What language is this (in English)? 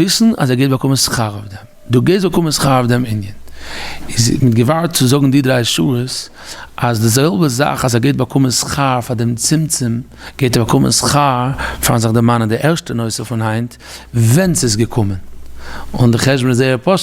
Yiddish